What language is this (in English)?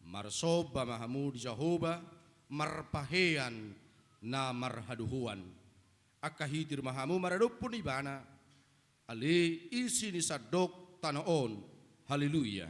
Batak Toba